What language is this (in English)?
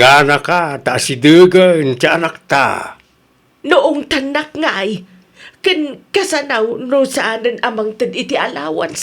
Iloko